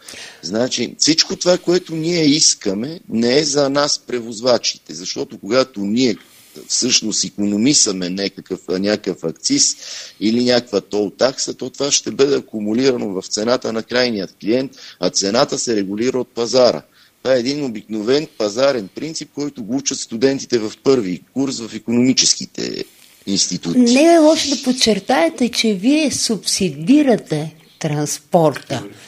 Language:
Bulgarian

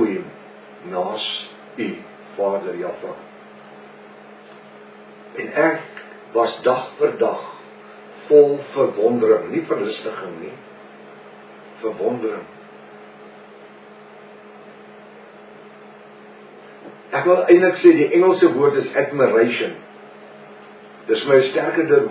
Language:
Afrikaans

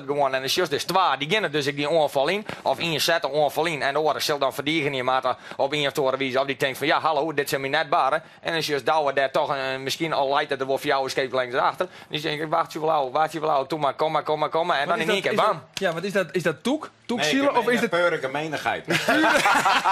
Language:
Western Frisian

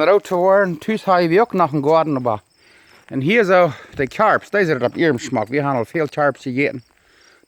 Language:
Plautdietsch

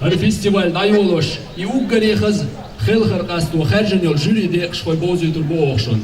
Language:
Chechen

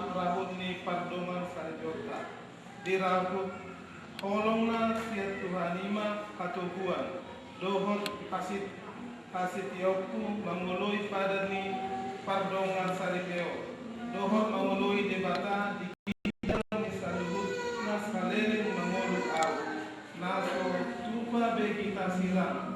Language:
Batak Toba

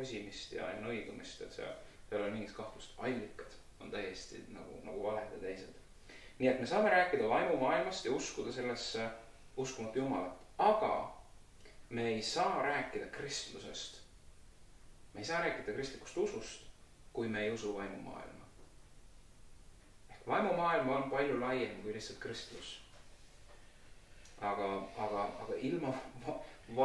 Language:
Estonian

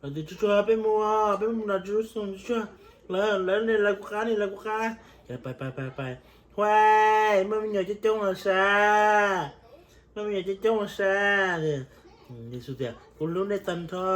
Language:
Hmong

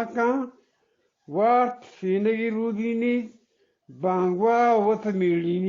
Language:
Eastern Balochi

